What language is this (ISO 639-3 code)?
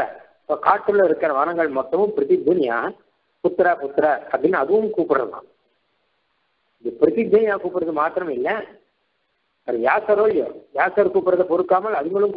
tam